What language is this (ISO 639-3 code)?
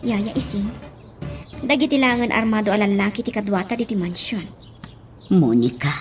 ilo